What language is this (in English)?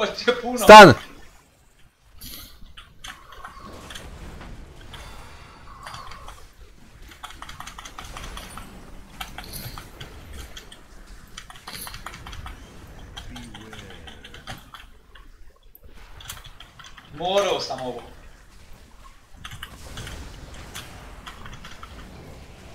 Croatian